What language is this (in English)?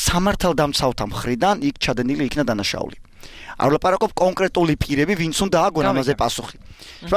Georgian